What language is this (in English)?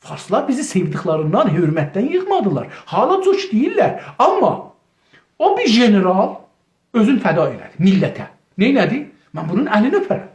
South Azerbaijani